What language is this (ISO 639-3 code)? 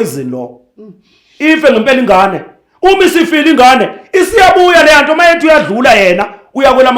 zul